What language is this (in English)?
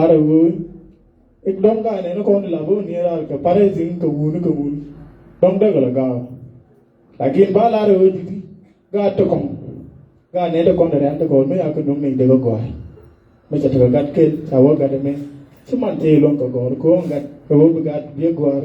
Nuer